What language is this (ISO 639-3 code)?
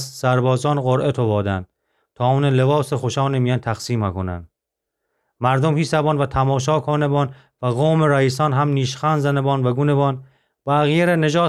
glk